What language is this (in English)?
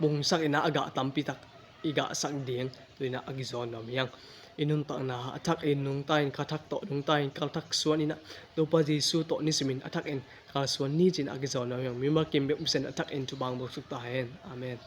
Tedim Chin